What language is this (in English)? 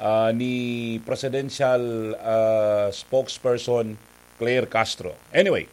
Bikol